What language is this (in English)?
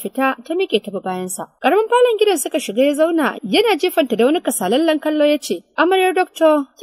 Hausa